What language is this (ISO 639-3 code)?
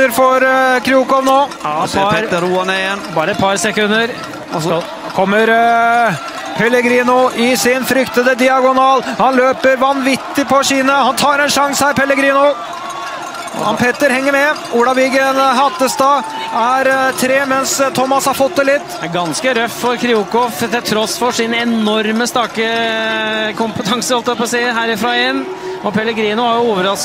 nor